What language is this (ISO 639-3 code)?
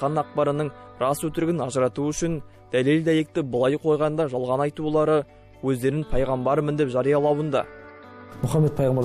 kaz